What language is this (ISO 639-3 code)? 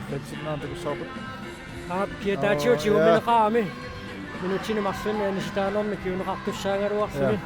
kal